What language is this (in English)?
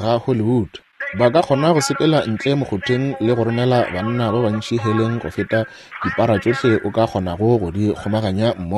Northern Sotho